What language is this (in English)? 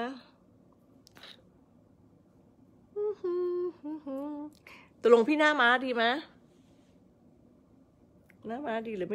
Thai